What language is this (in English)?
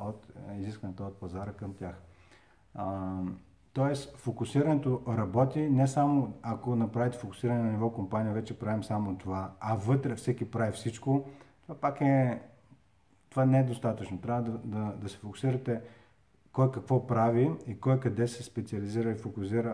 Bulgarian